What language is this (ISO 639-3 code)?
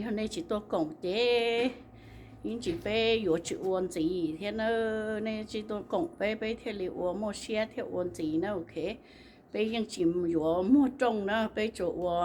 hmn